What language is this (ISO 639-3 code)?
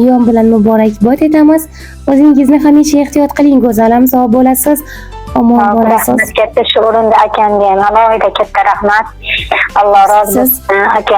uzb